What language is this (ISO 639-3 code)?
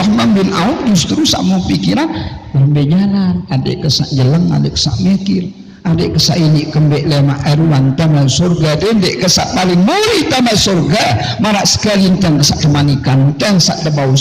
sas